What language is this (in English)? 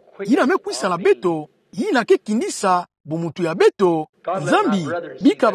Kituba (Democratic Republic of Congo)